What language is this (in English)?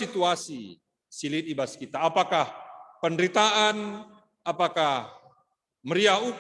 Batak Karo